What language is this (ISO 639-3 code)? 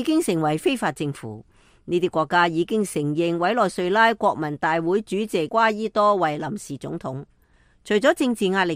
yue